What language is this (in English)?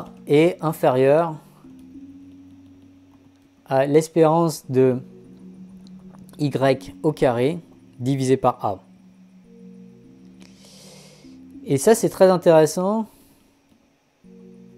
French